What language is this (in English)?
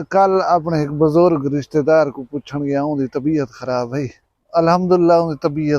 Saraiki